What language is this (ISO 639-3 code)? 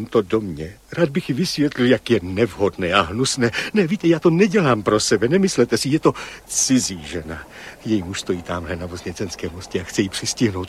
ces